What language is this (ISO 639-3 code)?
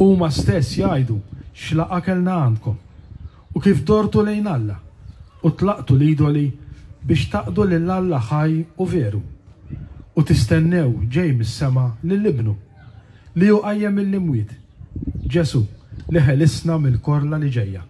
mlt